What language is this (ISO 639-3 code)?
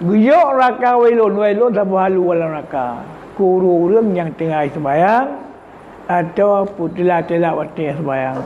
ace